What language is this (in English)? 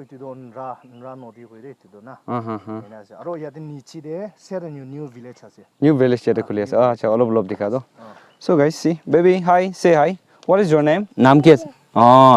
Naga Pidgin